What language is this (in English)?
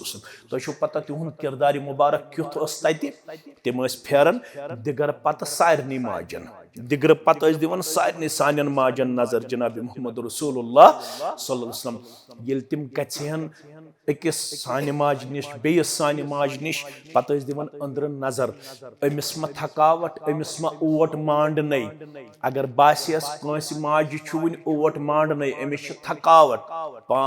Kashmiri